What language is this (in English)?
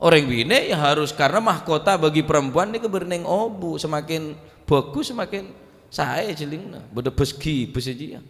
Madurese